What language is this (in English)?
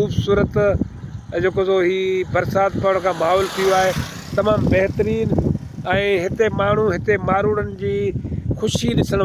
Sindhi